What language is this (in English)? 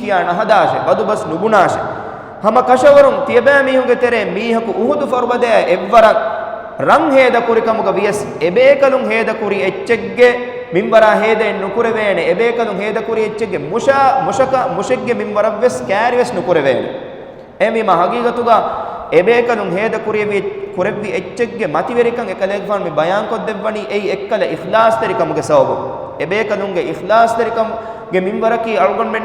Divehi